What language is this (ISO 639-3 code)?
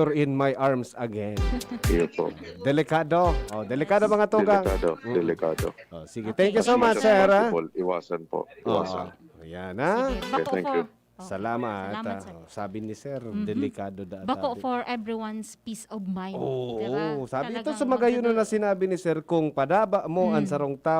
bik